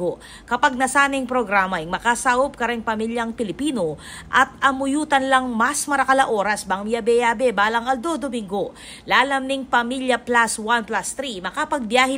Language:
Pampanga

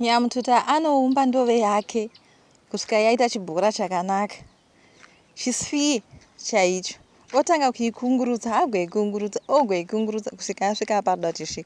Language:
Shona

